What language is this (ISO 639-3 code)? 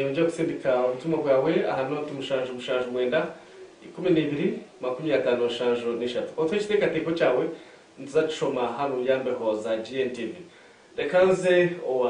nyn